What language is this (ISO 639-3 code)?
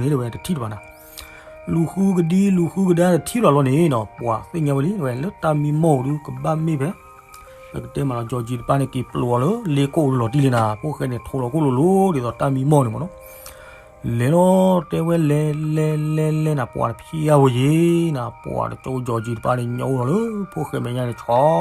ksw